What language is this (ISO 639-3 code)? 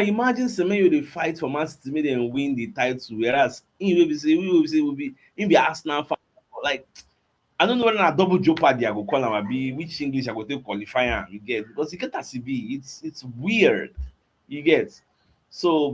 pcm